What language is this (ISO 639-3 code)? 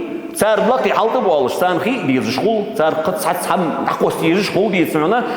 inh